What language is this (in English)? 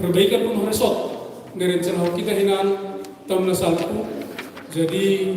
Batak Simalungun